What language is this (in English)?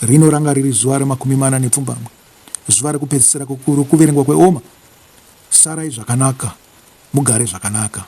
Shona